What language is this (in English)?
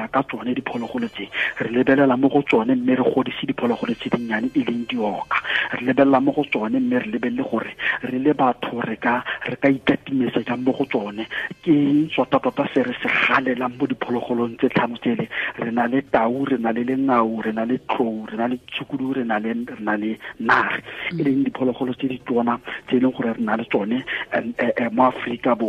Tswana